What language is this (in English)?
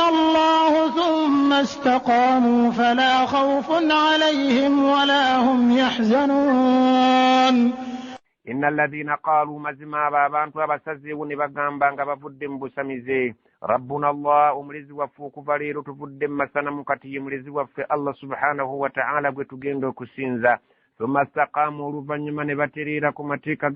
Ganda